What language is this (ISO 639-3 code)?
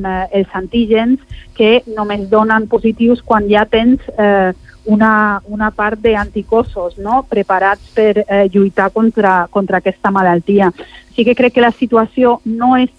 cat